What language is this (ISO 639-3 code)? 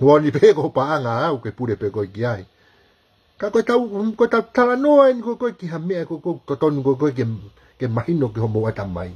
ton